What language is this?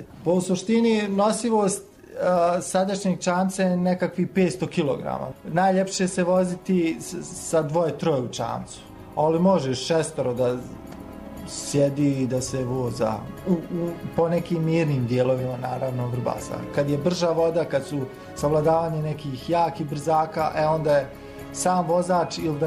Bosnian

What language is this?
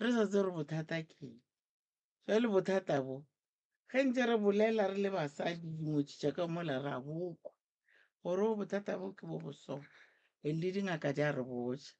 Northern Sotho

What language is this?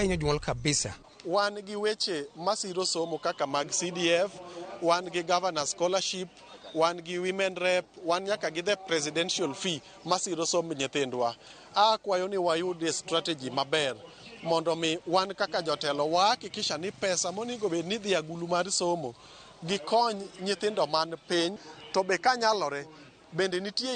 Luo (Kenya and Tanzania)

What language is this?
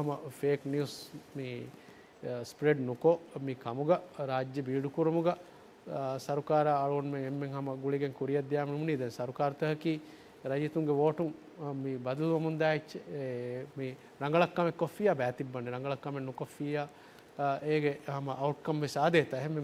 Divehi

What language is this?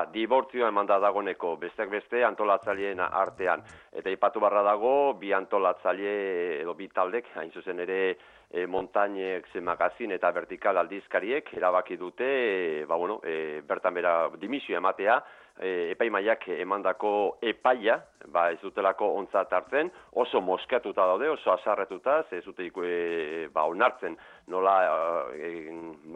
Basque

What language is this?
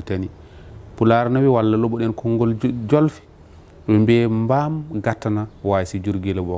Fula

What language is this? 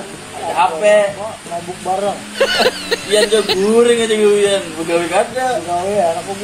Banjar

